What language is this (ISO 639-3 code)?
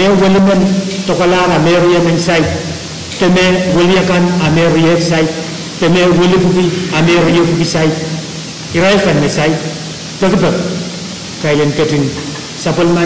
pon